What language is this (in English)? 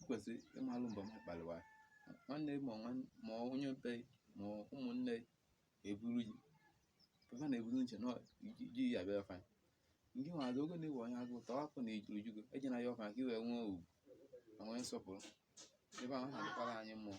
Igbo